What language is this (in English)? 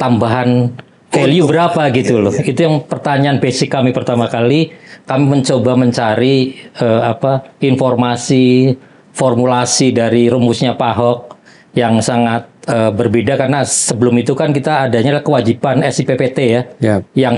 Indonesian